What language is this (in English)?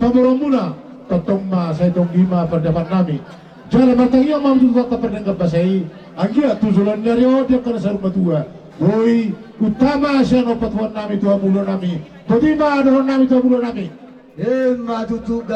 Batak Toba